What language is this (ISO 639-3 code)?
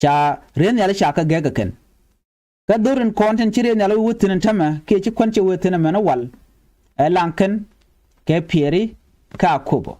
nus